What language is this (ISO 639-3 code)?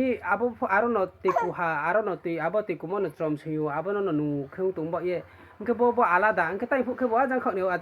ria